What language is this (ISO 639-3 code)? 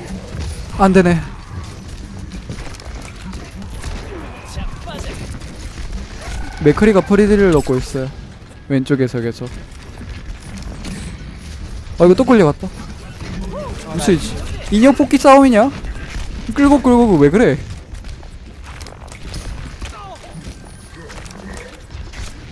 kor